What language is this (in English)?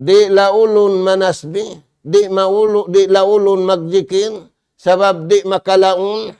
Tausug